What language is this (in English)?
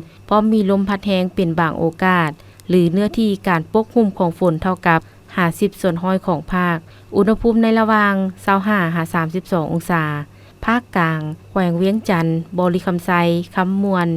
Lao